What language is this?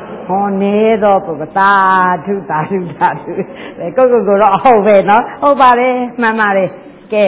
Burmese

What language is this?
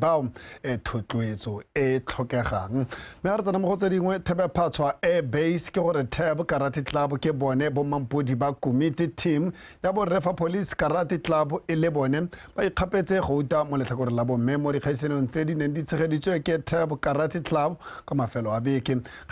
Tswana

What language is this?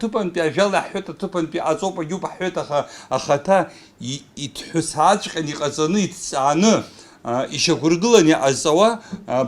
Abkhazian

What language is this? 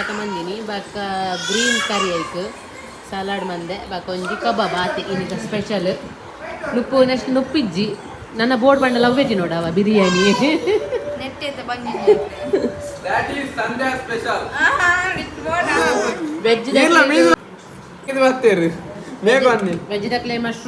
Tulu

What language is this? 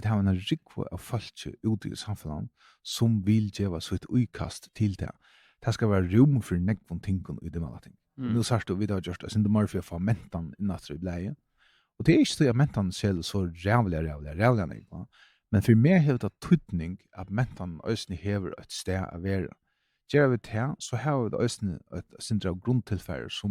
Faroese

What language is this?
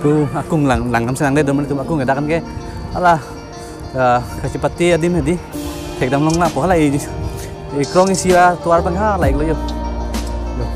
Karbi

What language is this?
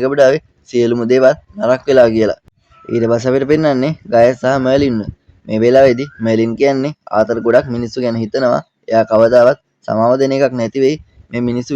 Sinhala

